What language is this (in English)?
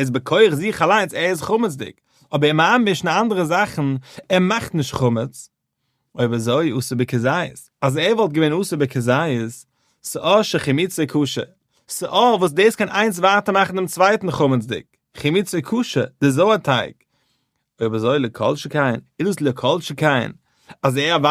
Yiddish